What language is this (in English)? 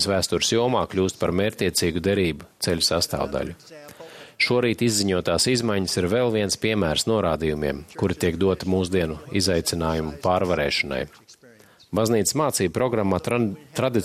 Latvian